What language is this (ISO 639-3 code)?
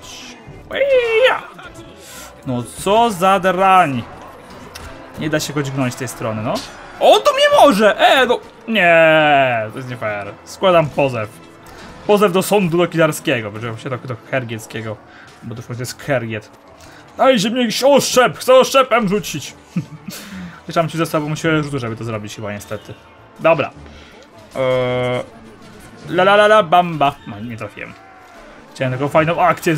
pol